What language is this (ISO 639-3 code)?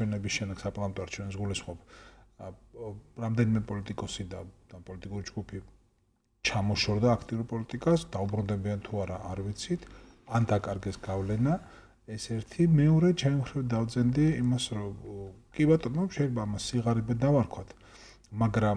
kat